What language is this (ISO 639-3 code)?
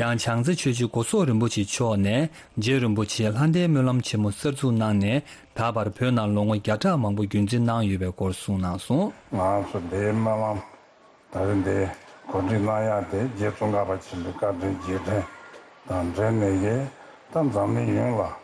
bod